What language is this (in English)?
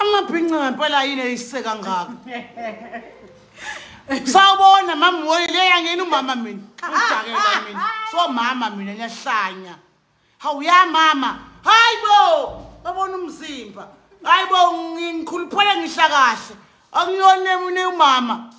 Zulu